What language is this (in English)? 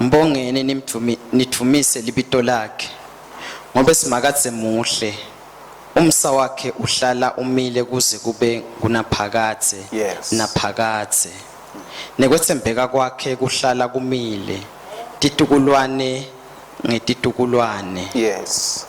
Swati